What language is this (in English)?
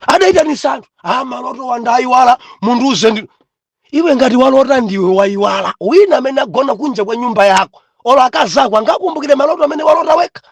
Nyanja